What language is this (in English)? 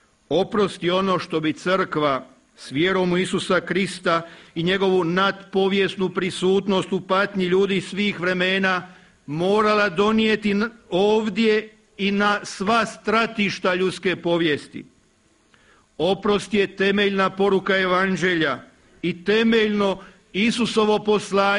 Croatian